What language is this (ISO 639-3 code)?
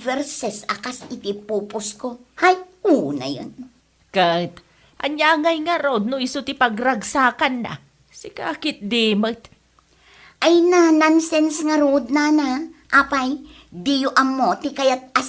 ilo